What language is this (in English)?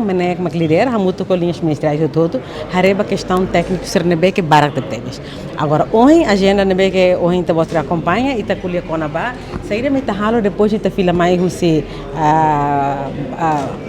Tetum